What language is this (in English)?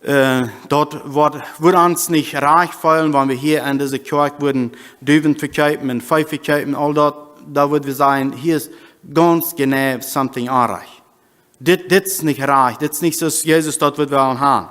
Plautdietsch